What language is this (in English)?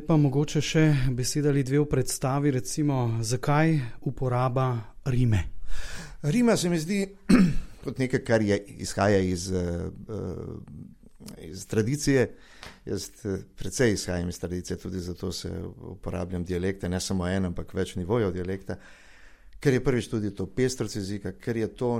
Slovenian